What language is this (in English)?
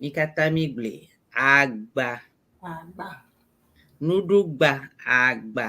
Ewe